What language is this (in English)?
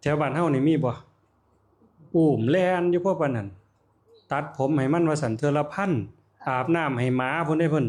Northeastern Thai